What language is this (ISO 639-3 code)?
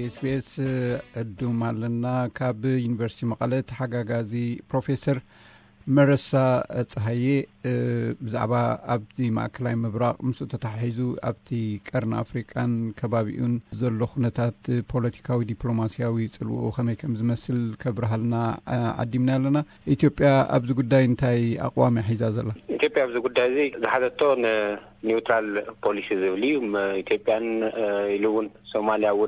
tir